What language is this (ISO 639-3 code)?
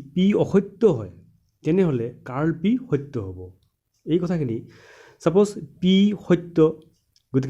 asm